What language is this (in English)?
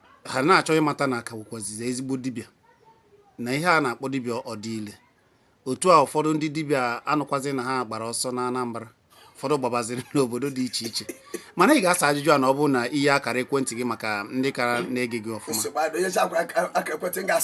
Igbo